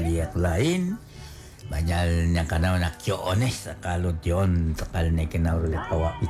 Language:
Kekchí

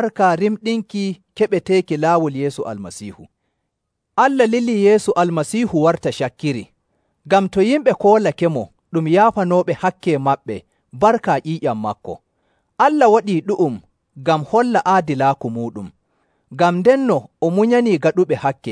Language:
Nigerian Fulfulde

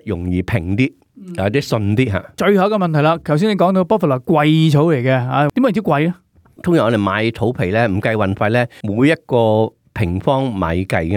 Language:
Cantonese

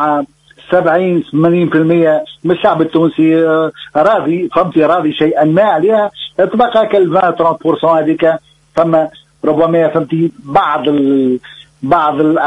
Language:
Tunisian Arabic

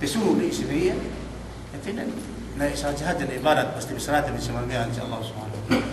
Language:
Yakan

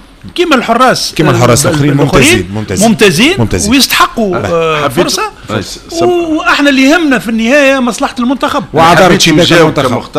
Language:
Tunisian Arabic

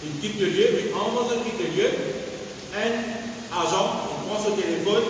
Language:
Morisyen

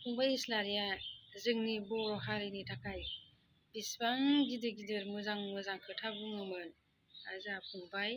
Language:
Bodo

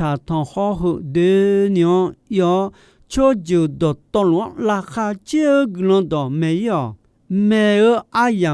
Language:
Akha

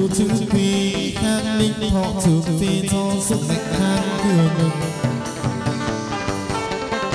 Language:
Vietnamese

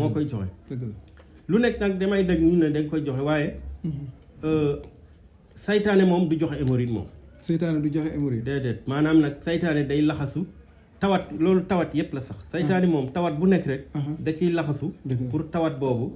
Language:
Wolof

